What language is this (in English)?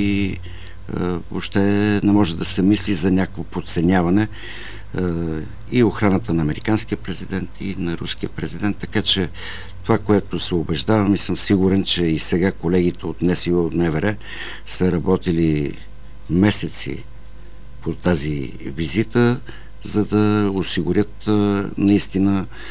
Bulgarian